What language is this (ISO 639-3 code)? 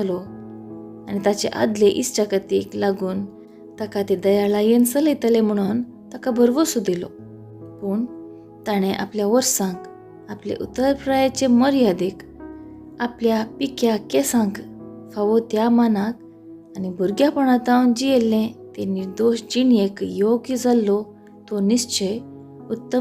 kok